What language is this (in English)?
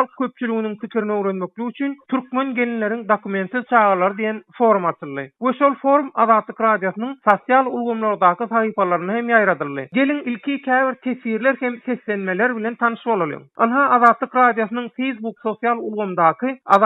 Turkmen